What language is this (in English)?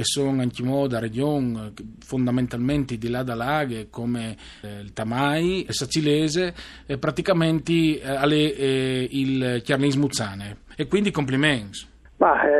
Friulian